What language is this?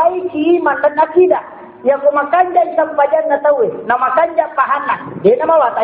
Buginese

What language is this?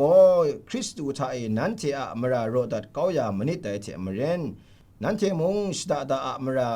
Kachin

